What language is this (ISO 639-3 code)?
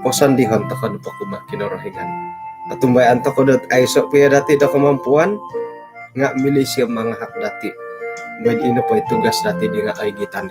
dtp